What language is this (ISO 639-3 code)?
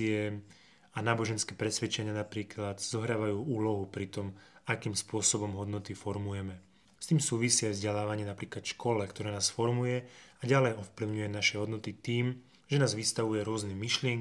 slk